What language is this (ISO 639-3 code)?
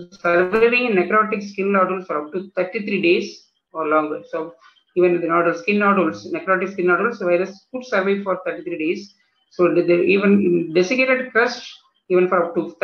eng